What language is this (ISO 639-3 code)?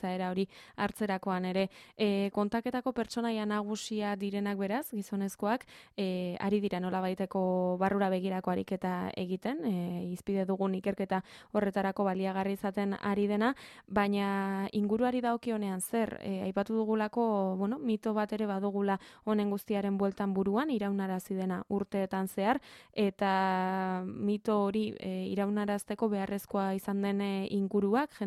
eus